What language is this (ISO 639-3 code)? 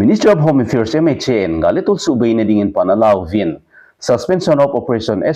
tcz